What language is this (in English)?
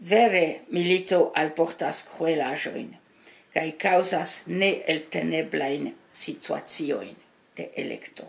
Esperanto